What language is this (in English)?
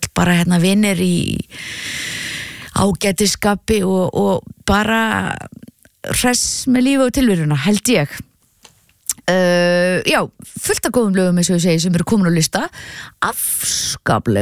Icelandic